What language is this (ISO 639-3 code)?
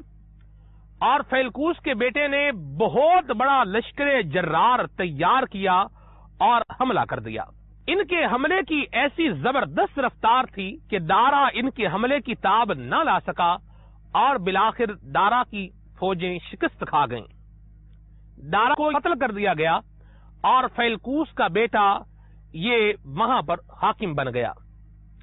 urd